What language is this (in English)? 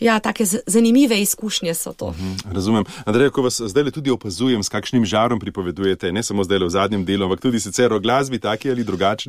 Slovenian